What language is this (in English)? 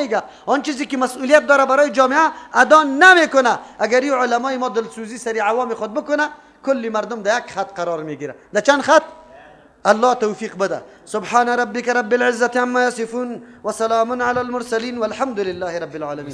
Persian